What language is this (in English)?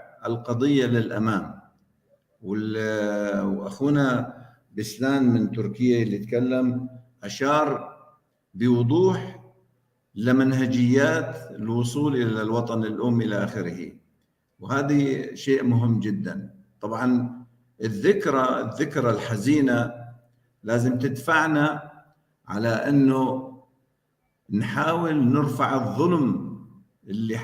North Levantine Arabic